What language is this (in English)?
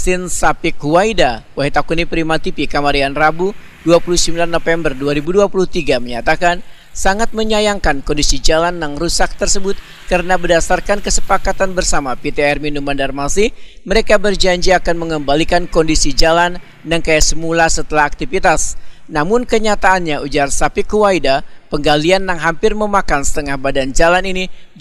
Banjar